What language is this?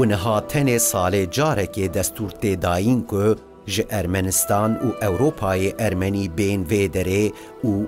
Kurdish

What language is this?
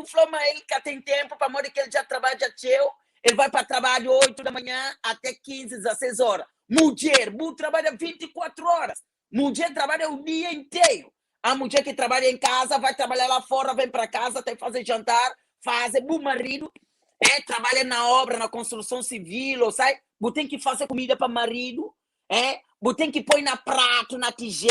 Kabuverdianu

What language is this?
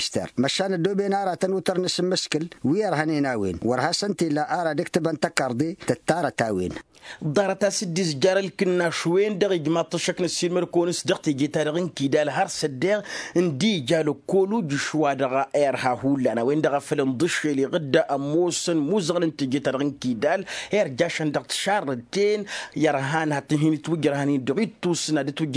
Tamasheq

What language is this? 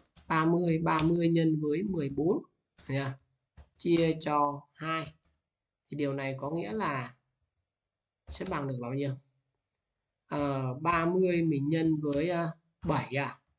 Vietnamese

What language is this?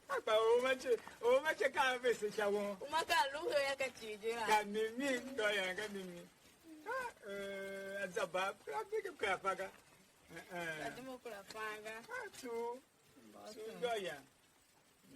Tiv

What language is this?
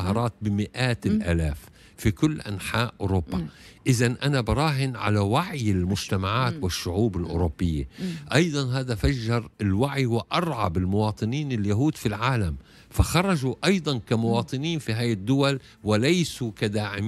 Tunisian Arabic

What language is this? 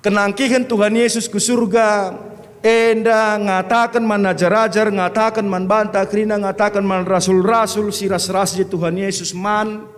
Batak Karo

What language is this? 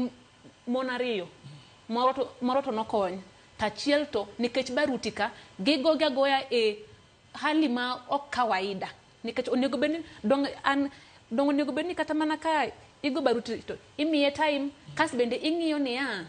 Luo (Kenya and Tanzania)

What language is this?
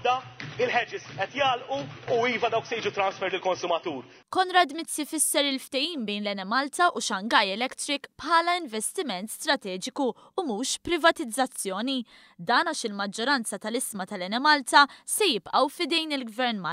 Maltese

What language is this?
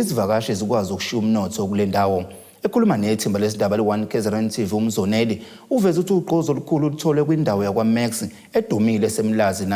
Zulu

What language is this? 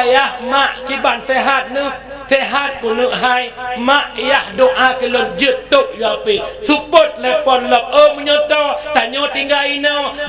Achinese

